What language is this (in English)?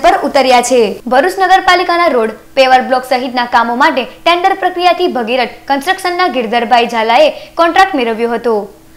Gujarati